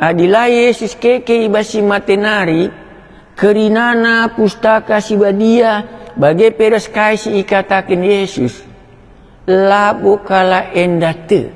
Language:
Batak Karo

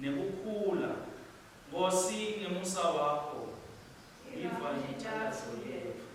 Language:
Swati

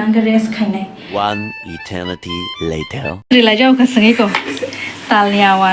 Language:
Kok Borok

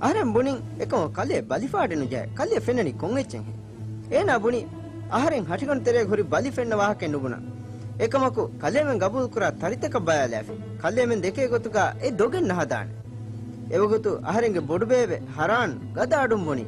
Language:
Divehi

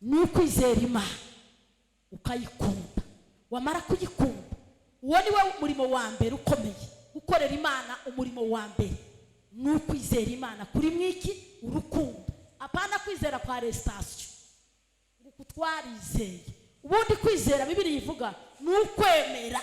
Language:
Kinyarwanda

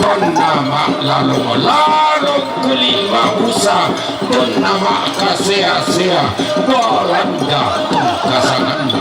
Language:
Toraja-Sa'dan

